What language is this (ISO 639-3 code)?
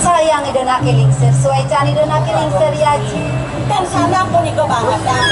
ban